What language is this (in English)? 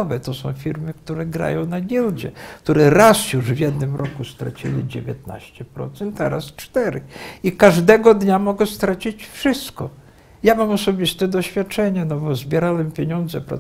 Polish